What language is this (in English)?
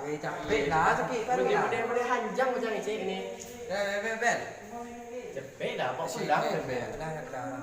Minangkabau